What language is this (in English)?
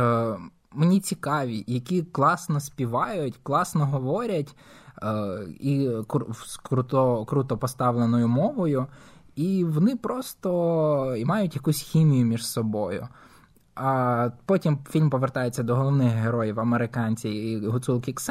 Ukrainian